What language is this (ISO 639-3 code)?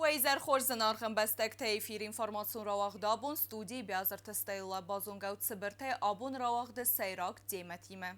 oss